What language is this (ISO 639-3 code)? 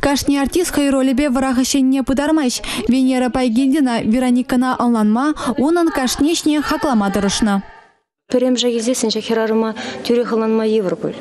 chv